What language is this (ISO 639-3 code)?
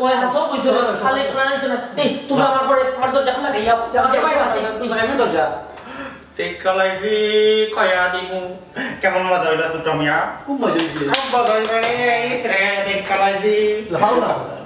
syl